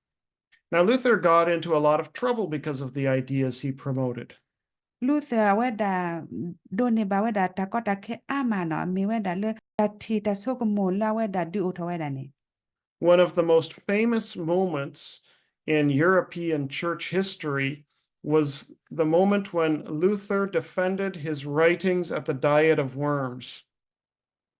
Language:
S'gaw Karen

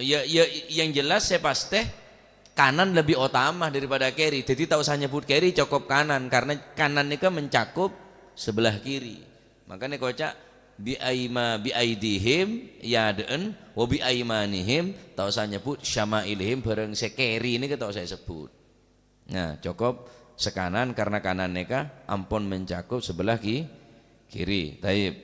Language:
Madurese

